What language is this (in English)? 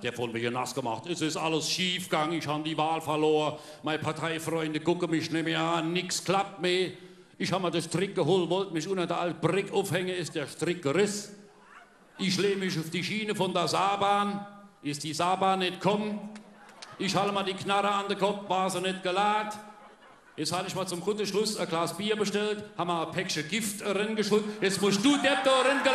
Palatine German